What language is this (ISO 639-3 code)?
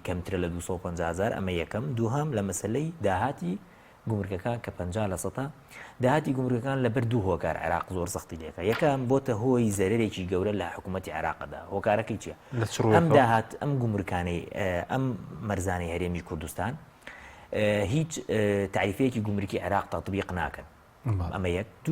ckb